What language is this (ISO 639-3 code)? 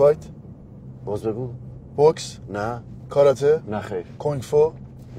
fas